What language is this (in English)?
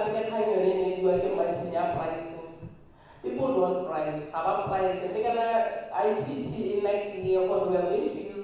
Tswana